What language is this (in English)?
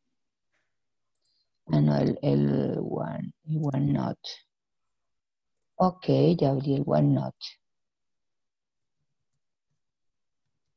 Spanish